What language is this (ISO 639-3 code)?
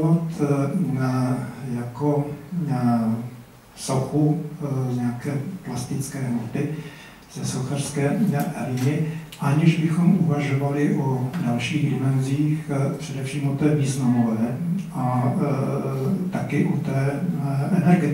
ces